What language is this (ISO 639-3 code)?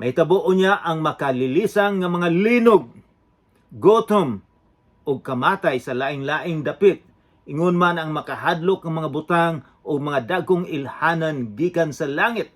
ceb